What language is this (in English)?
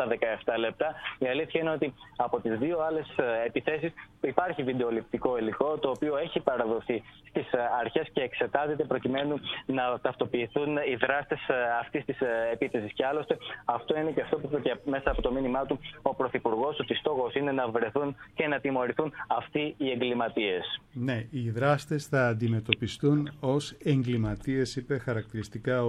Greek